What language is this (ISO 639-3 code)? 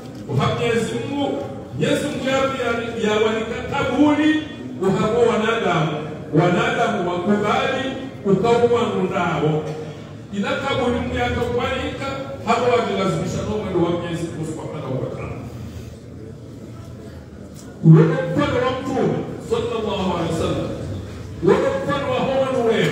swa